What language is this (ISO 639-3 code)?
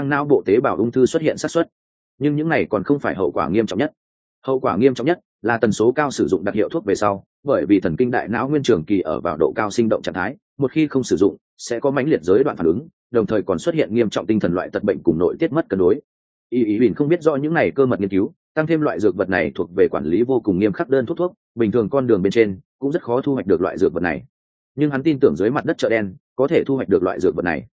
vie